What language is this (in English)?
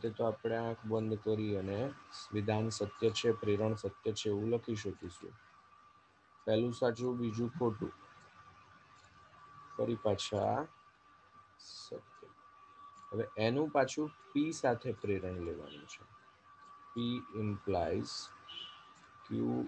Gujarati